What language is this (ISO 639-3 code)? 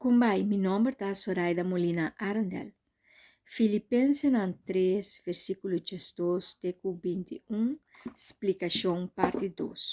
pap